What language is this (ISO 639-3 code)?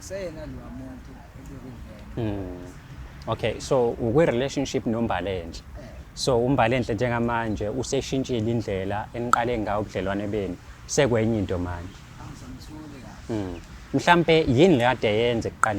zul